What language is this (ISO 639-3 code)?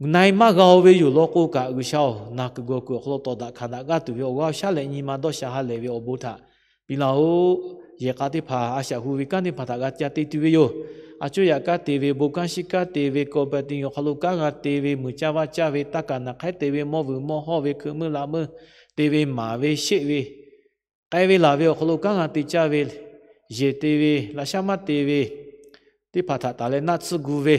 lhu